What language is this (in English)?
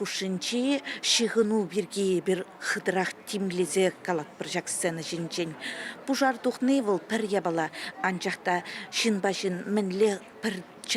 Chuvash